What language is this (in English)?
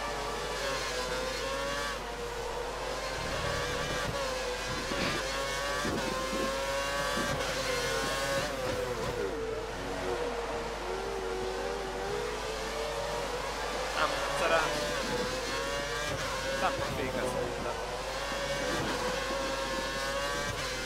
Hungarian